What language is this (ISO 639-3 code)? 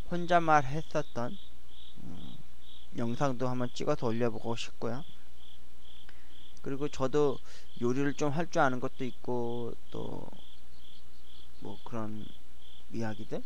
kor